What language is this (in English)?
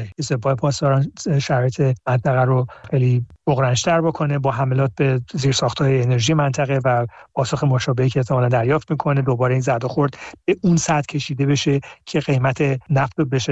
Persian